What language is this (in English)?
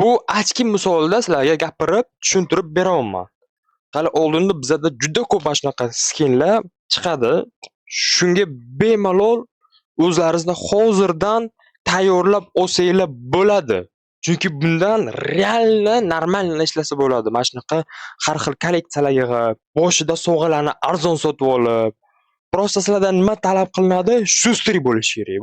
Uzbek